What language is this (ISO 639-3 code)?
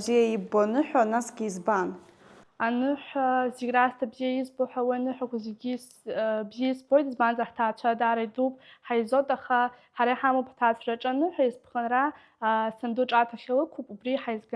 abk